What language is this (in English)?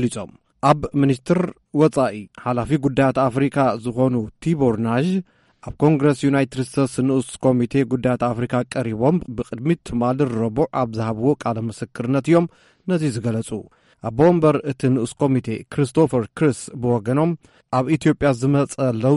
Tigrinya